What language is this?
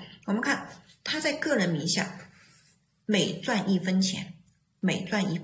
Chinese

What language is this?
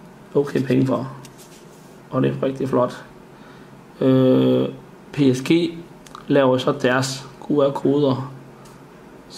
Danish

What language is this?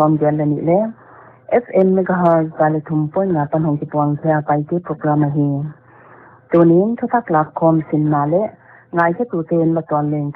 Paite Chin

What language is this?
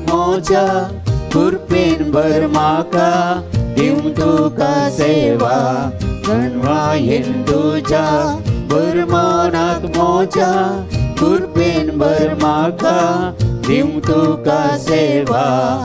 Konkani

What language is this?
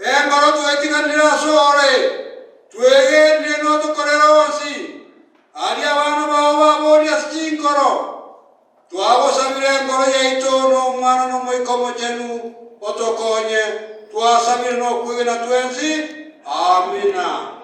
Gusii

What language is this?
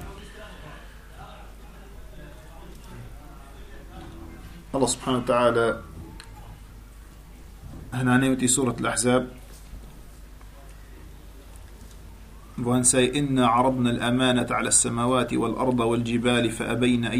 Danish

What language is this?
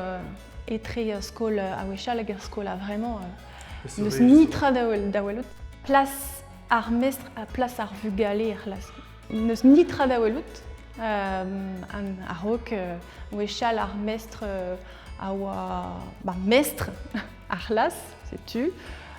Breton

